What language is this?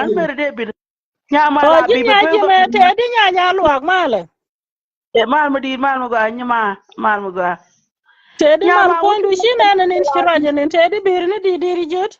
Nuer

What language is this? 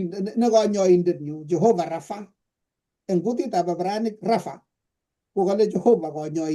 Kalenjin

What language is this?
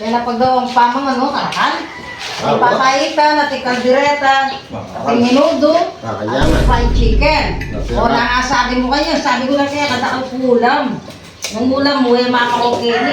Pampanga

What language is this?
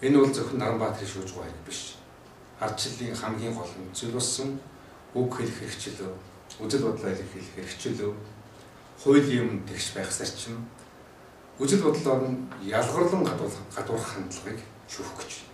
Mongolian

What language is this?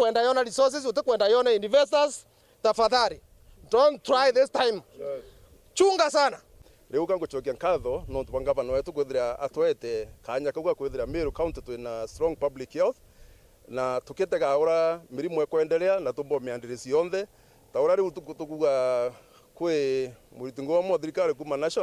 Meru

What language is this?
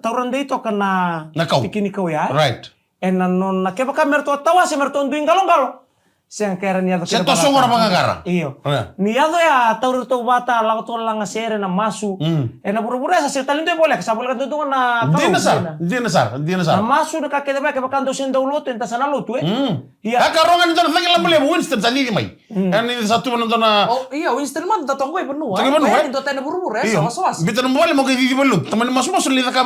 Fijian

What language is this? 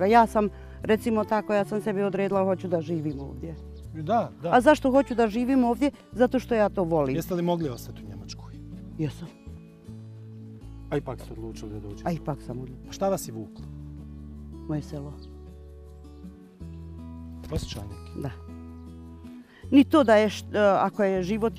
Bosnian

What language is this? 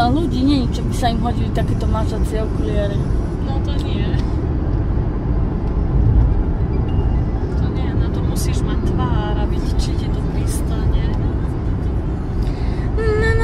Slovak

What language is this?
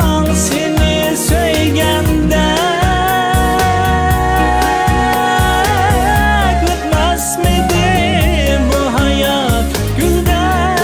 Uyghur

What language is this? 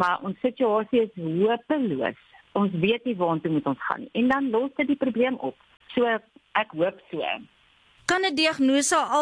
Afrikaans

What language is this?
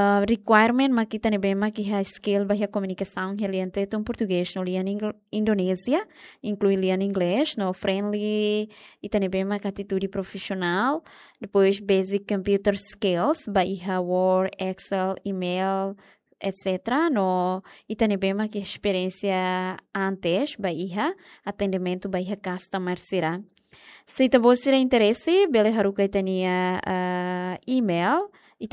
Tetum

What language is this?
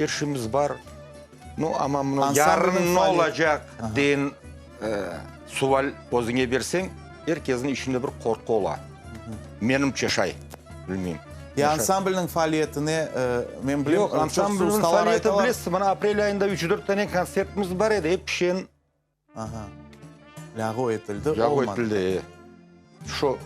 Crimean Tatar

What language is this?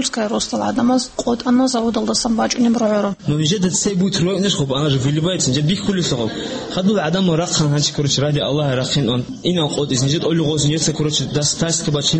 Avaric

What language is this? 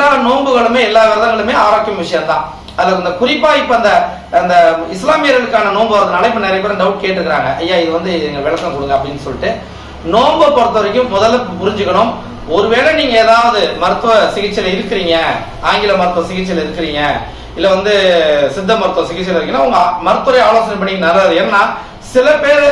Tamil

